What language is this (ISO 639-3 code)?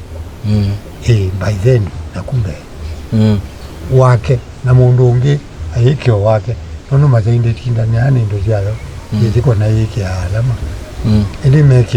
kam